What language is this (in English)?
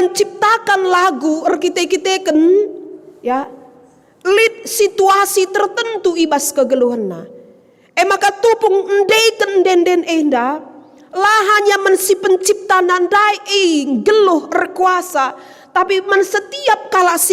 Batak Karo